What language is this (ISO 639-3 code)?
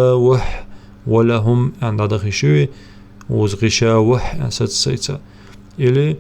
inh